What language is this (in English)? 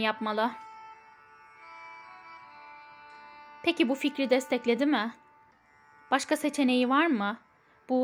Turkish